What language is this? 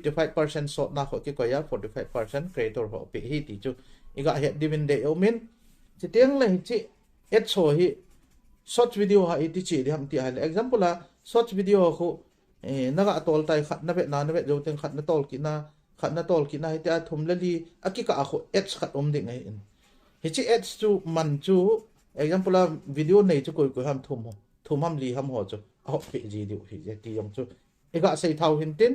Thado Chin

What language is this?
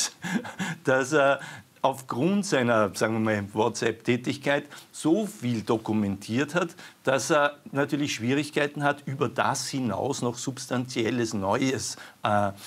German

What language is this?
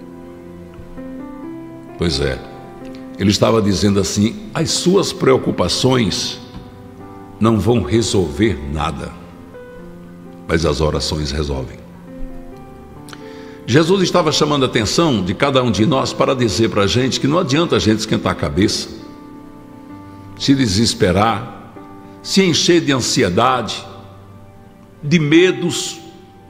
Portuguese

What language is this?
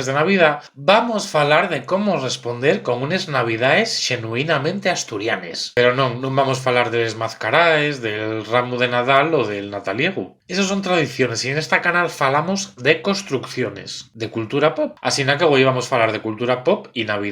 Asturian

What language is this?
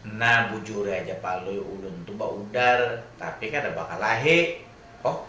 Banjar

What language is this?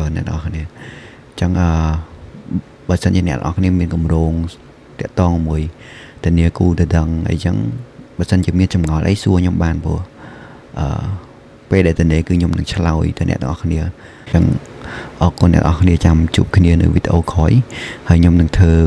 Khmer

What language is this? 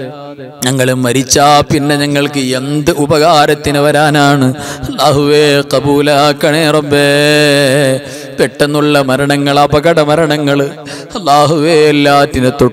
Malayalam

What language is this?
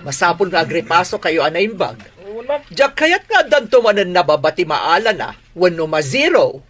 Iloko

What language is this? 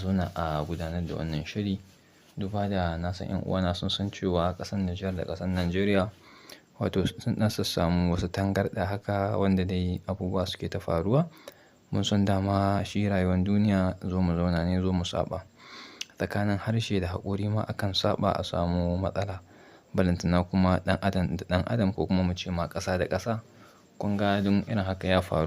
Hausa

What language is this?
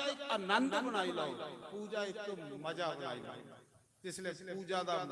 Dogri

